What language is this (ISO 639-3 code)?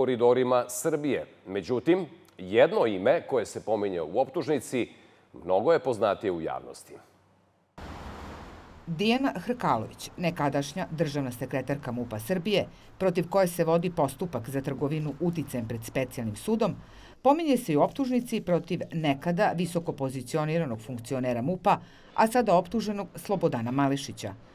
srp